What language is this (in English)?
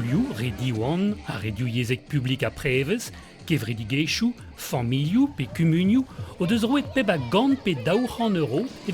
Breton